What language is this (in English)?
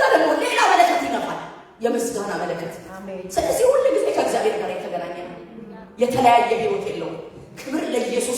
Amharic